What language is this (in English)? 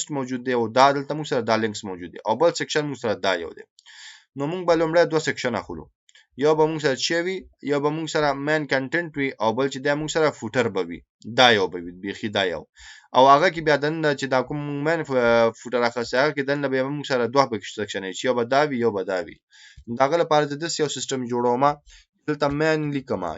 Pashto